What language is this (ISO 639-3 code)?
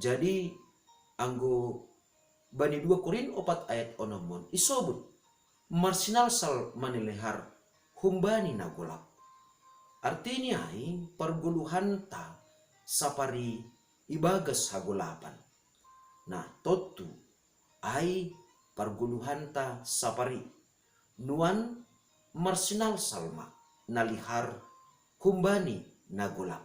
bts